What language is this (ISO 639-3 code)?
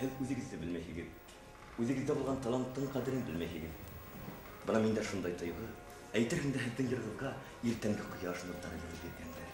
bak